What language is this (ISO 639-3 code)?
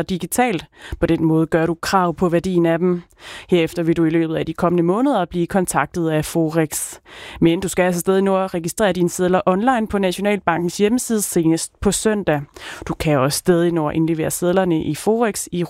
dan